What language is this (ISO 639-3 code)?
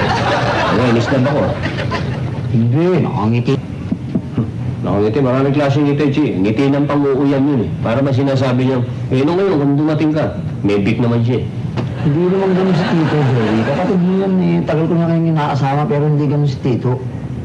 fil